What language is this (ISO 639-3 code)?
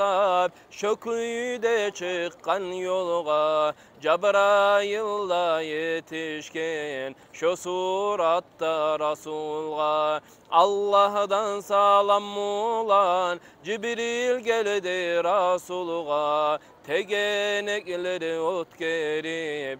kum